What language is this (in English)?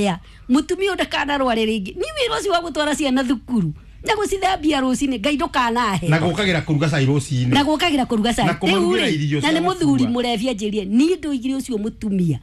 Kikuyu